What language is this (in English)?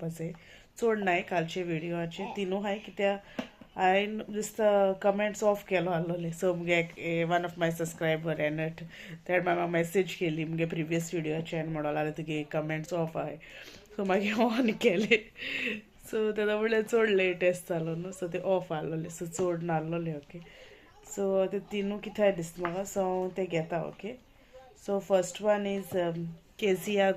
Konkani